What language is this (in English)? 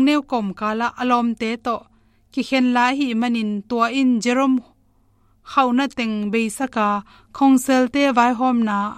Tedim Chin